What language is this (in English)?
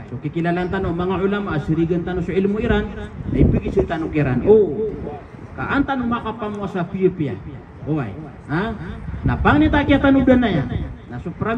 Maranao